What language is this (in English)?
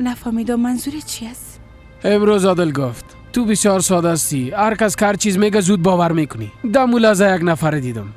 Persian